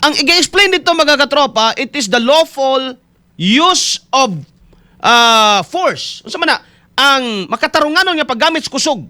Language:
Cebuano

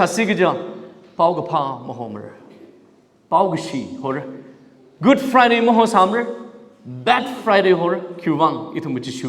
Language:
Tangkhul Naga (India)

